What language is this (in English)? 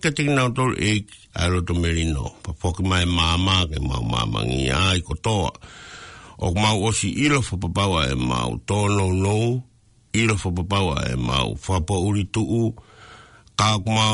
Tongan